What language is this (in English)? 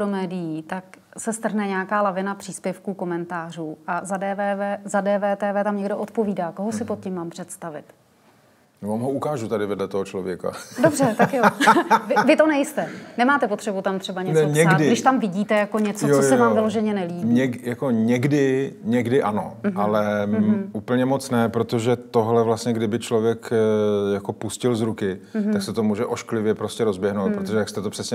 Czech